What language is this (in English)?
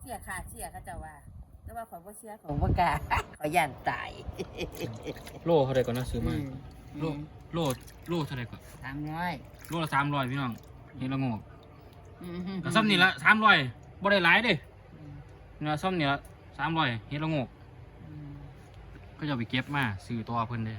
Lao